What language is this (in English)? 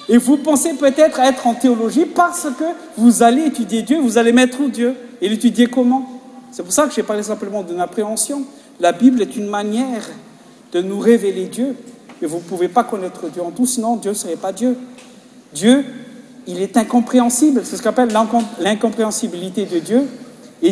French